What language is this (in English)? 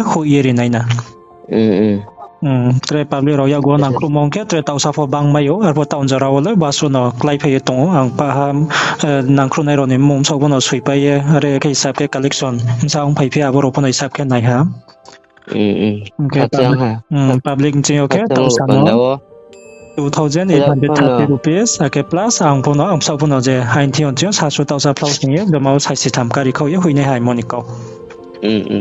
Riang (India)